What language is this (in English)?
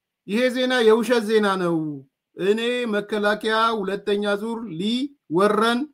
Amharic